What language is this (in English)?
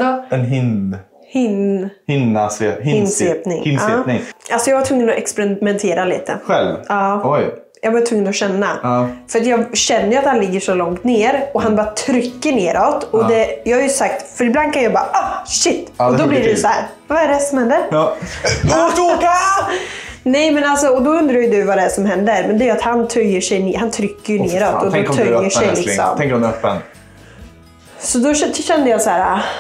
Swedish